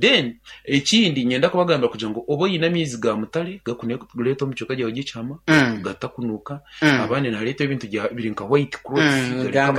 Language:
Nyankole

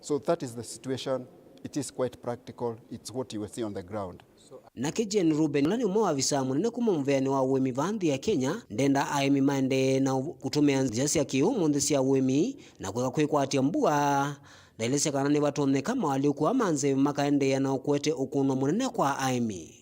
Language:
Kamba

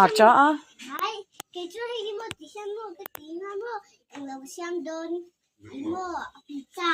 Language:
Mizo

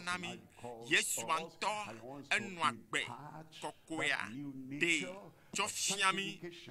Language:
Ewe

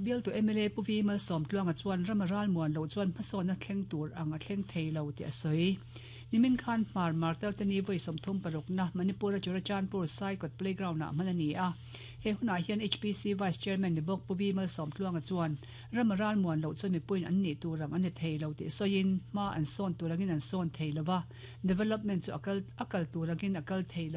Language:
Mizo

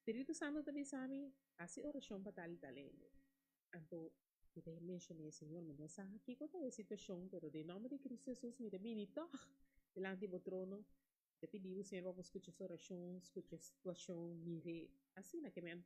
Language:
Papiamento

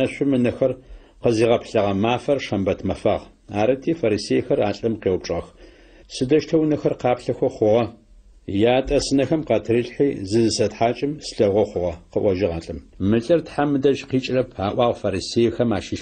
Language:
Adyghe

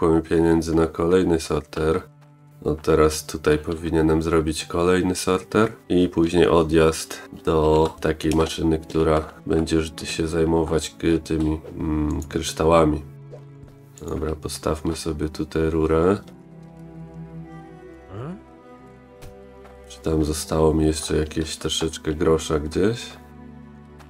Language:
Polish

